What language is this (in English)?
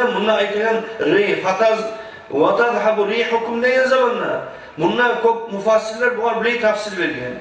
Kumyk